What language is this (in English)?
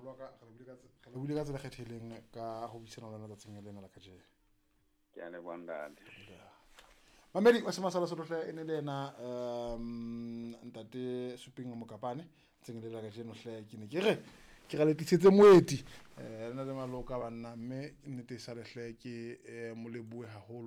Southern Sotho